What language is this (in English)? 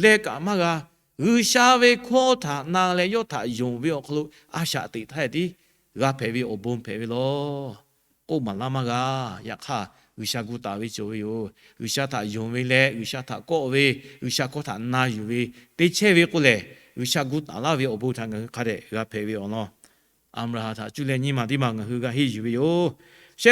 Lahu